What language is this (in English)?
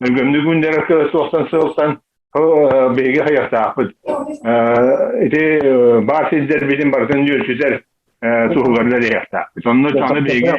Yakut